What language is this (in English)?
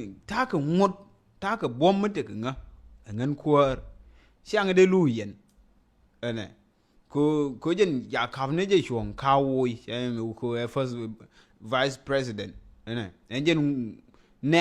Nuer